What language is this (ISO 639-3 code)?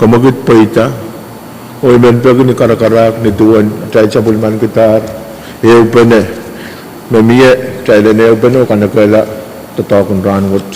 pon